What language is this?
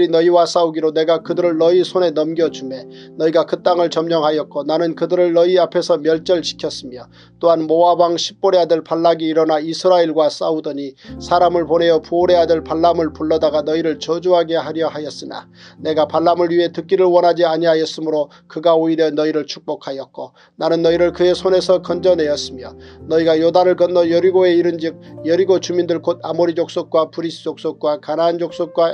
Korean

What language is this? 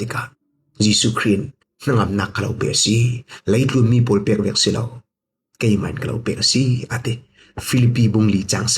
Falam Chin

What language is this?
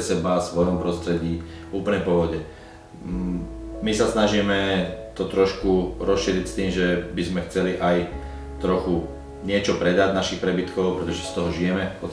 Slovak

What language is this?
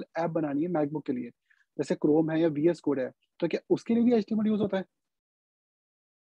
Hindi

